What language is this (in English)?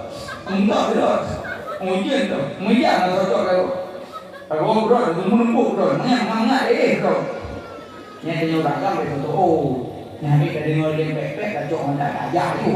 Achinese